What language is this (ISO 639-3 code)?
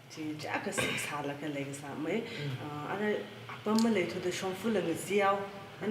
nmf